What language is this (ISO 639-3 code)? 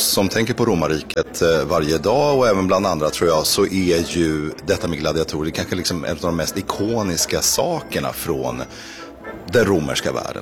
swe